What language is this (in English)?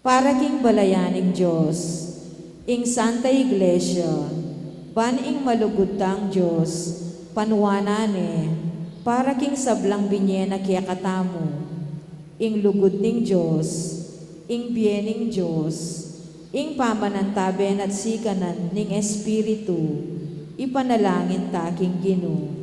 Pampanga